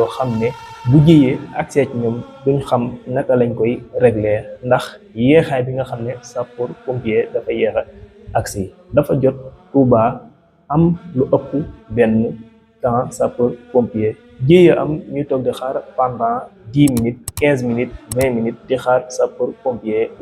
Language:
Wolof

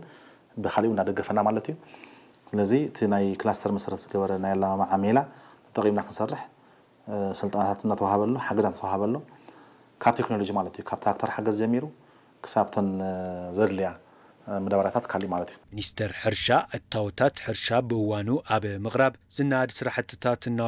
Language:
Tigrinya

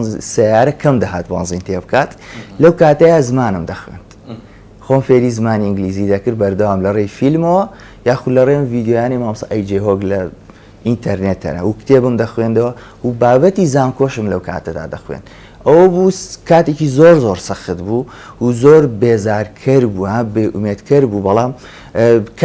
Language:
Central Kurdish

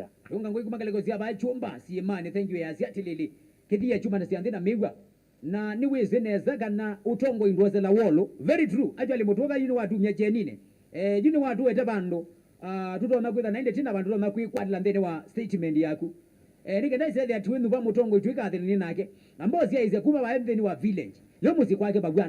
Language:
Kamba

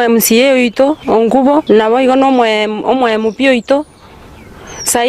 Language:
Gusii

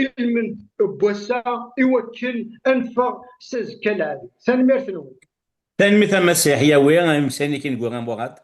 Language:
Kabyle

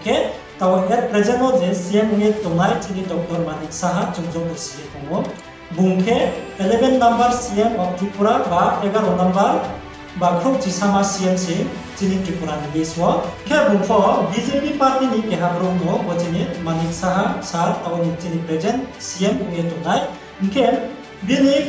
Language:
Riang (India)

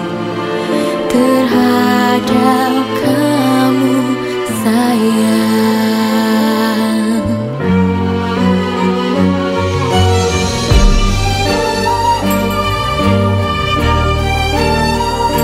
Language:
Indonesian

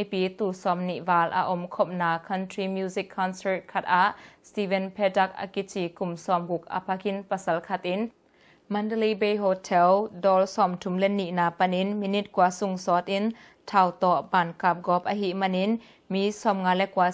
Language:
Tedim Chin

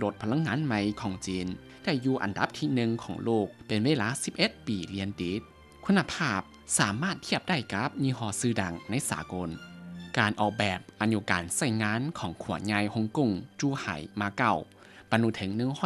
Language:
Lao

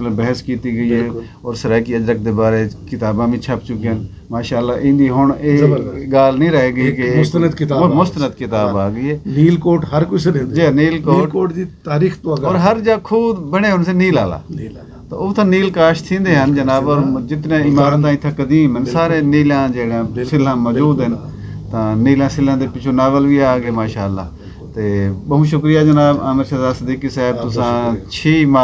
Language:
Saraiki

